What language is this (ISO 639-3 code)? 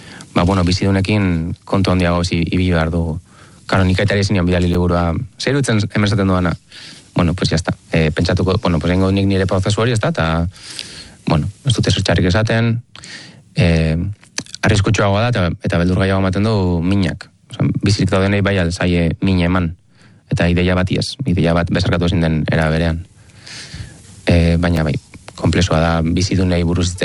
eus